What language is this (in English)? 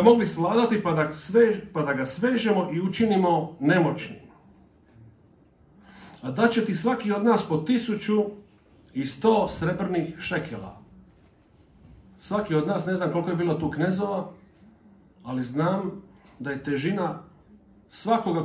Croatian